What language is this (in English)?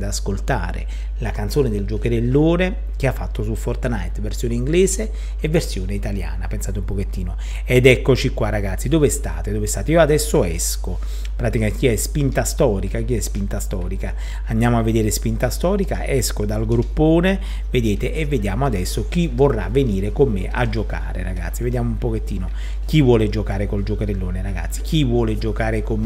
Italian